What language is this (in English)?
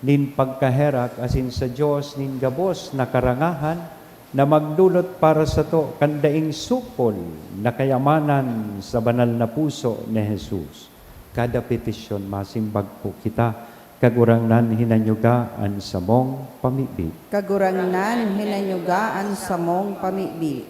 Bikol